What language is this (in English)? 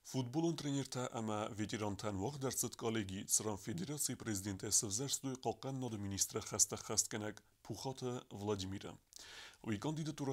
Ossetic